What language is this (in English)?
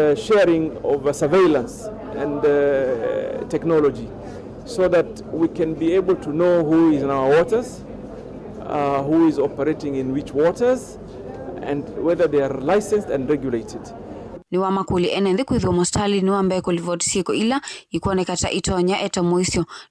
Kamba